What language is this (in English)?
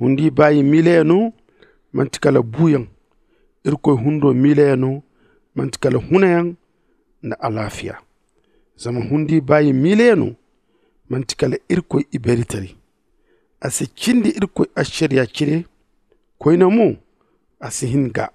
Zarma